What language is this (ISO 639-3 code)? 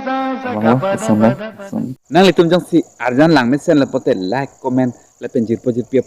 mjw